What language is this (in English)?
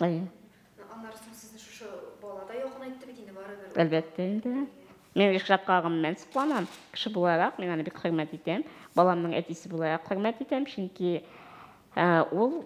Tatar